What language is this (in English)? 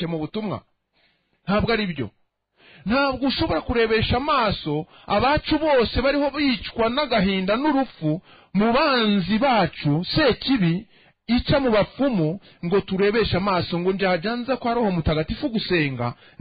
Kinyarwanda